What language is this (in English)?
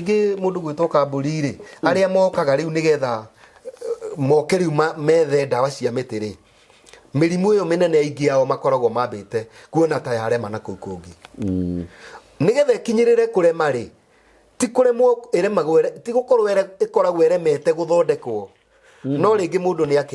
Kikuyu